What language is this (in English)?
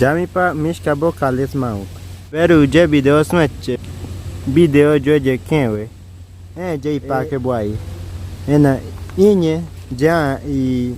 Bribri